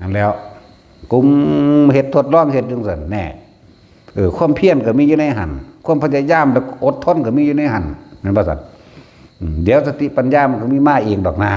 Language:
Northeastern Thai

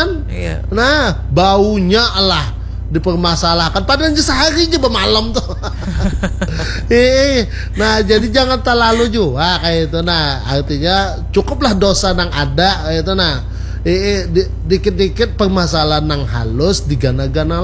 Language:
Banjar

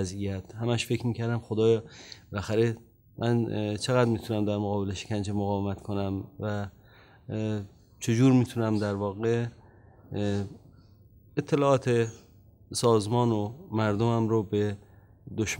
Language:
Persian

